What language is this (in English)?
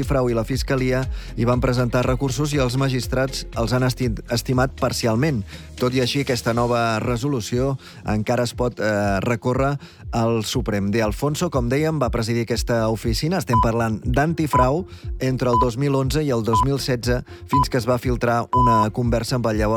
Catalan